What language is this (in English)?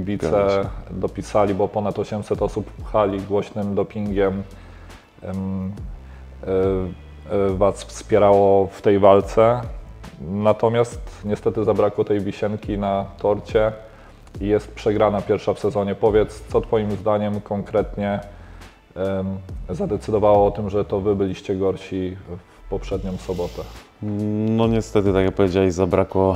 Polish